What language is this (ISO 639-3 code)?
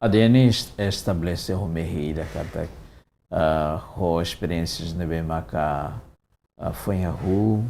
tet